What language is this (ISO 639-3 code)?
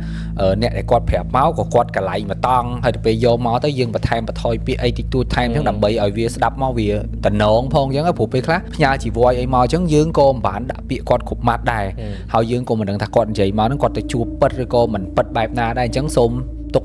khm